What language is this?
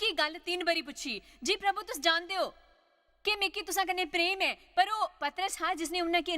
Dogri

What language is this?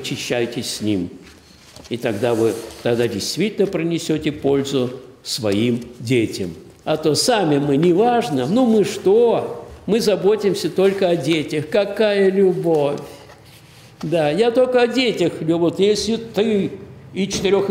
Russian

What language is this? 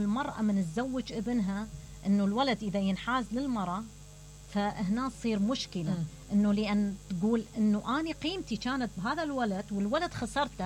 Mesopotamian Arabic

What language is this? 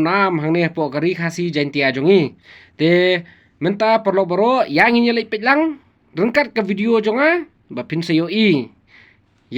Khasi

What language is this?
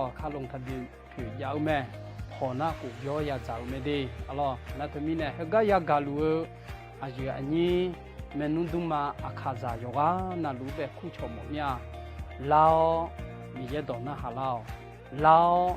Akha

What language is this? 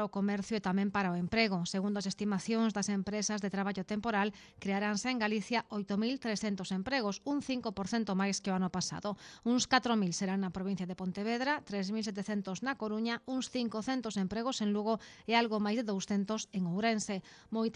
Galician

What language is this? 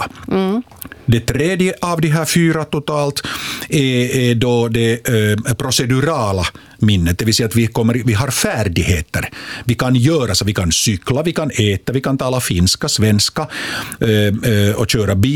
Swedish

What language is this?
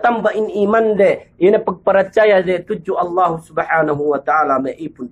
Yakan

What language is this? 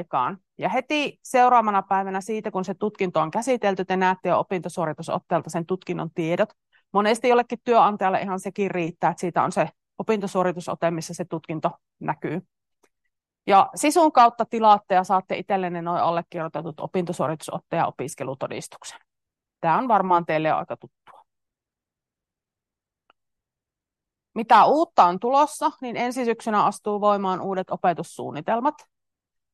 Finnish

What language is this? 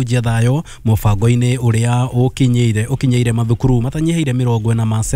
Kikuyu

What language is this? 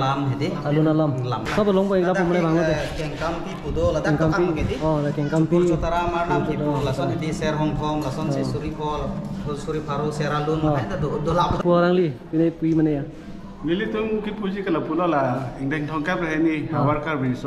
Karbi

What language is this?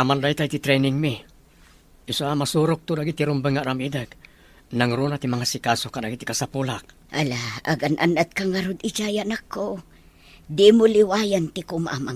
Iloko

